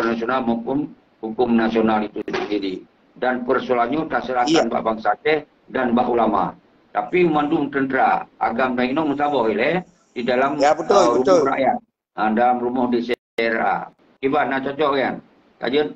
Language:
Achinese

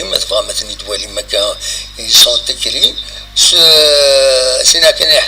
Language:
Kabyle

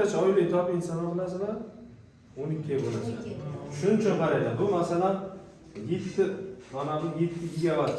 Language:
Uzbek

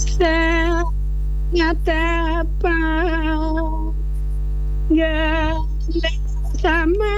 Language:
Balinese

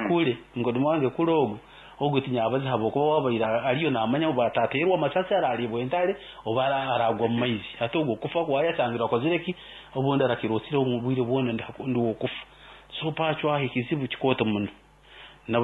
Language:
Nyoro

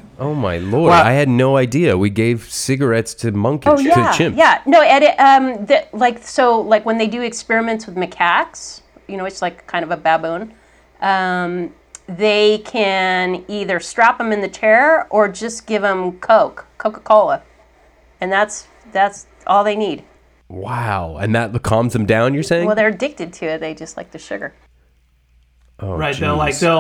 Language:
English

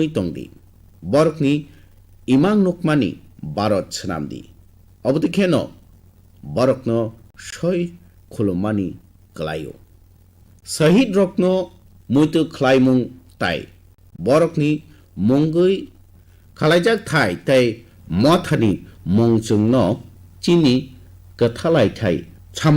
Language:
Kok Borok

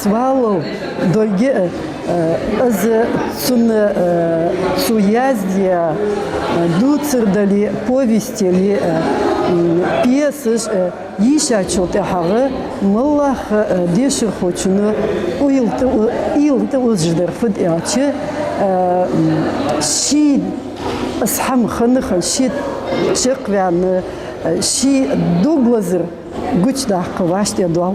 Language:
Ingush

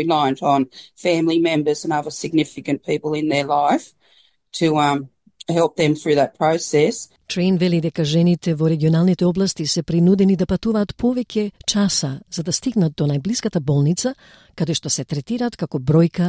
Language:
Macedonian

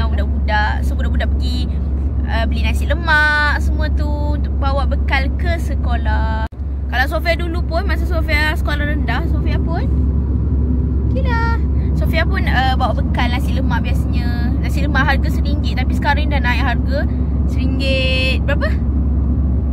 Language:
Malay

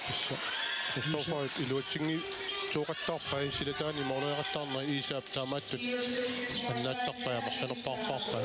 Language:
Kalaallisut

